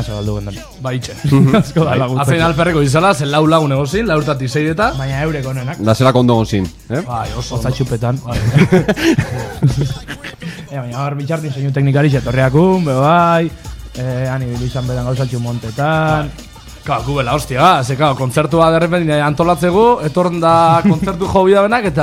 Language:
Basque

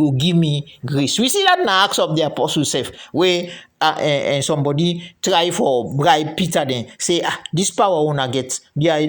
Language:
Krio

